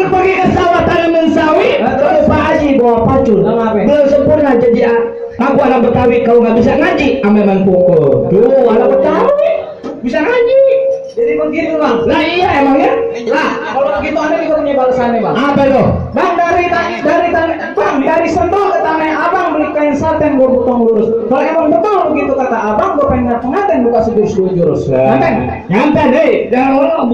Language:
Betawi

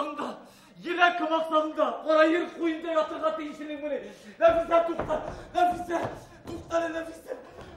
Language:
Bashkir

